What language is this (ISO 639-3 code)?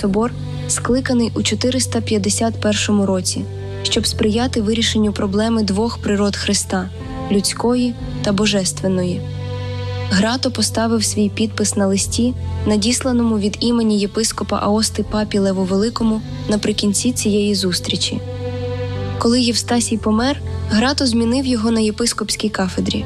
ukr